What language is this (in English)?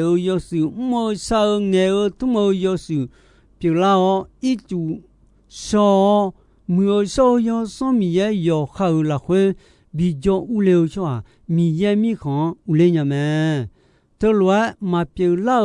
Akha